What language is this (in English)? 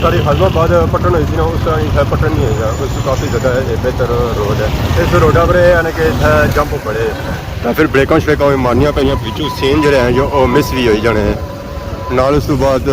Pahari-Potwari